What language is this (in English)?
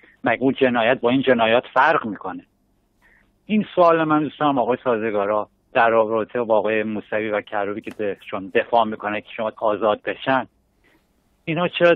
Persian